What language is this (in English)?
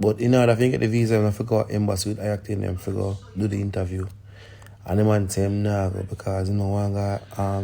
Jamaican Creole English